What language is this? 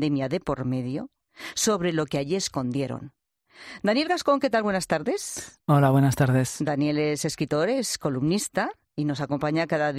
Spanish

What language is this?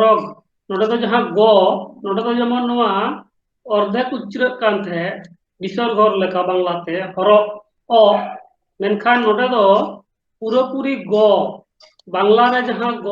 Santali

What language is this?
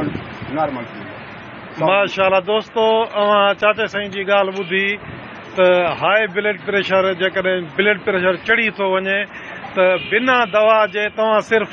Sindhi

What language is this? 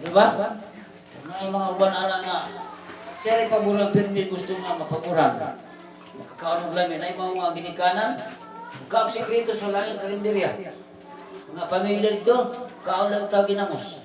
Cebuano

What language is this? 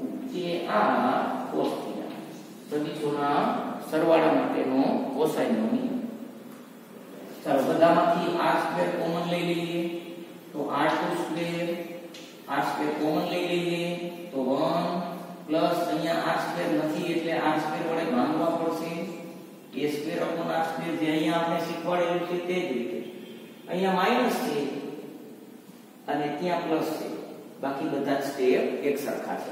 Gujarati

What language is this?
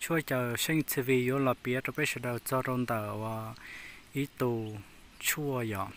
Hmong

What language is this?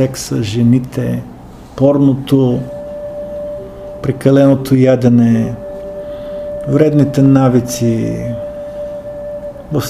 Bulgarian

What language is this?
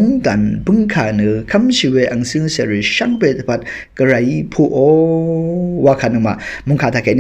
Rawang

